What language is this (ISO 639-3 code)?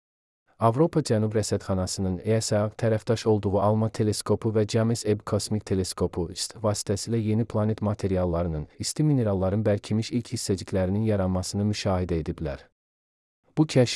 aze